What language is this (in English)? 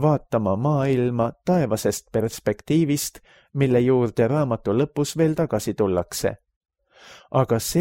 Estonian